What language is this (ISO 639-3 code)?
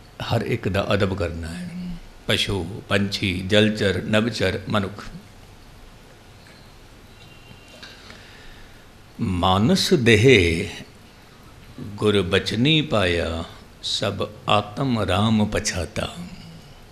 pan